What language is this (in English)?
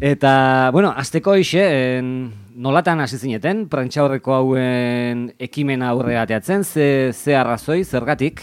Basque